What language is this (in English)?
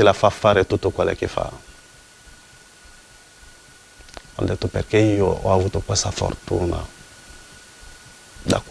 Italian